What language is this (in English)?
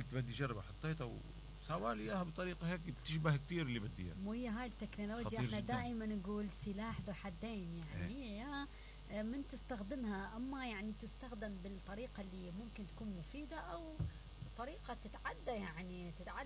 Mesopotamian Arabic